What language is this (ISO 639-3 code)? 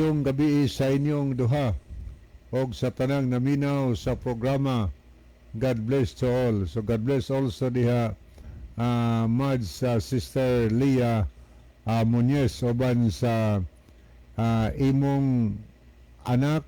ceb